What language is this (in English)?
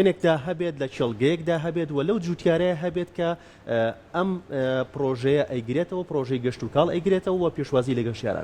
Central Kurdish